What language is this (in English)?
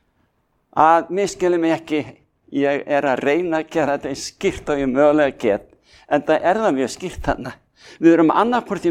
Icelandic